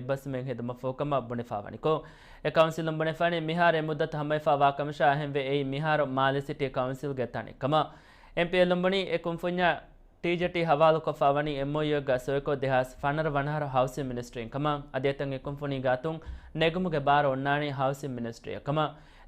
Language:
Divehi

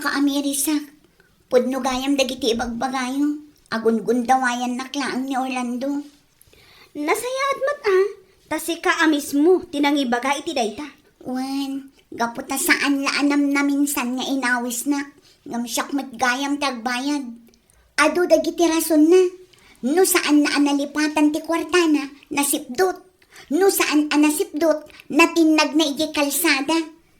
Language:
Iloko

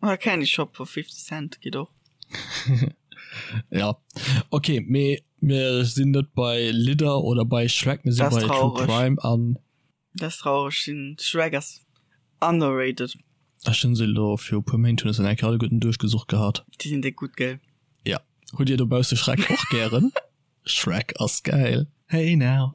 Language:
Luxembourgish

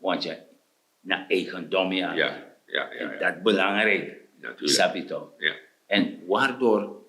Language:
Sranan Tongo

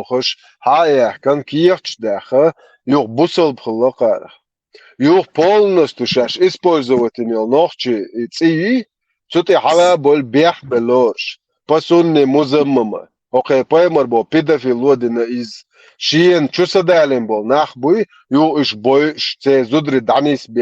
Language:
Chechen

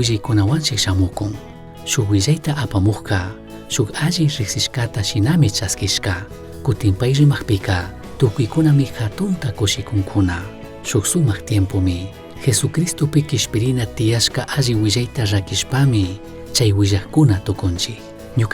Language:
Chimborazo Highland Quichua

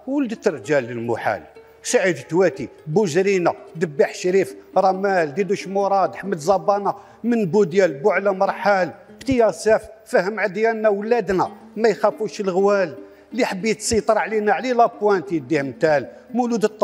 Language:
Algerian Arabic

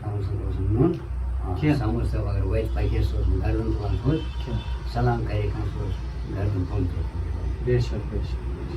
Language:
Kashmiri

